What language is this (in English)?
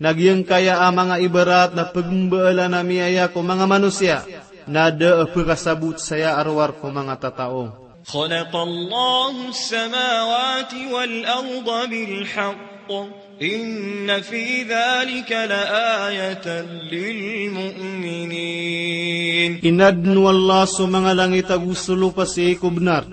Maranao